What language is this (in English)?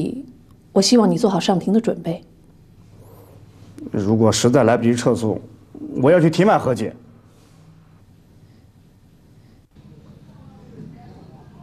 Chinese